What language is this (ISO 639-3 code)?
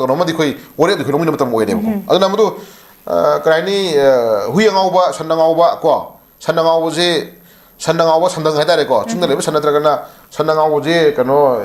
mni